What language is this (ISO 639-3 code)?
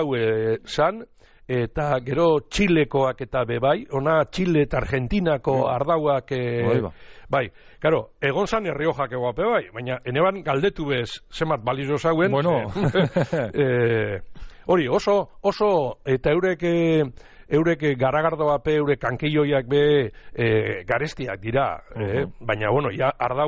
eus